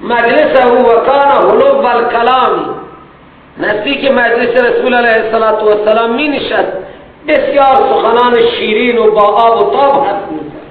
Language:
Persian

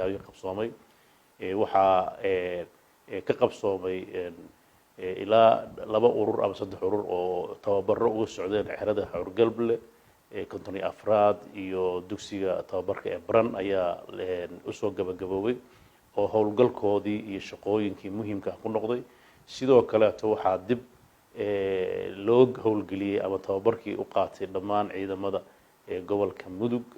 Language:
Somali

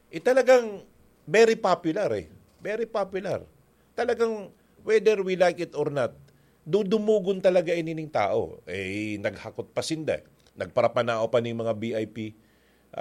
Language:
Bikol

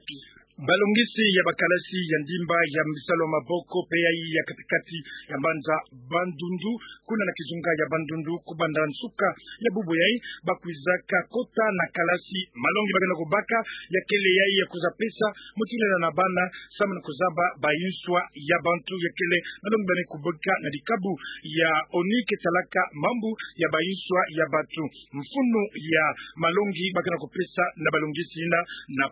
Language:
Kituba (Democratic Republic of Congo)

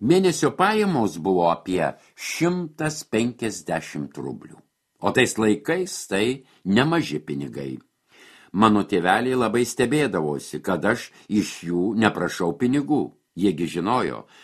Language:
Lithuanian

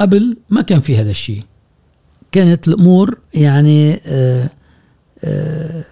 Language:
Gulf Arabic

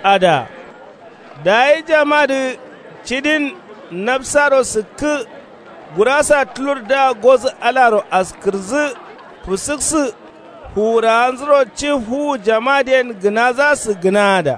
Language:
Kanuri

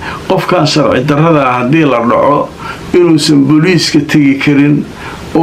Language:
Somali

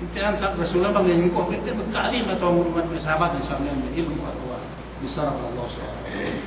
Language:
Yakan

